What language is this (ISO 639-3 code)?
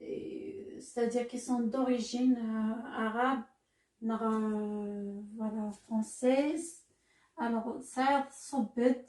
kab